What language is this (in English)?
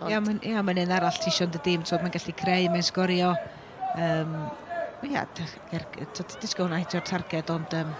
Welsh